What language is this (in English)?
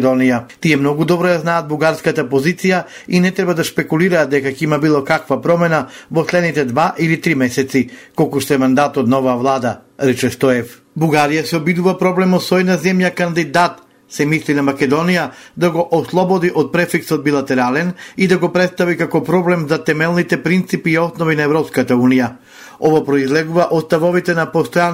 Macedonian